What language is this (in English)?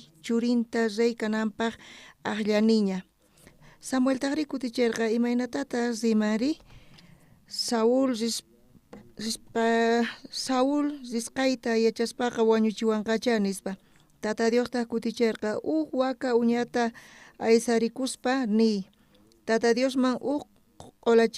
South Bolivian Quechua